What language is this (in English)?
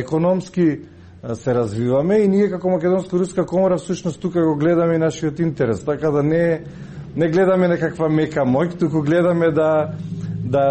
Macedonian